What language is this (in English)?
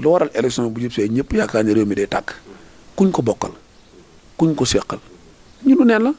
Wolof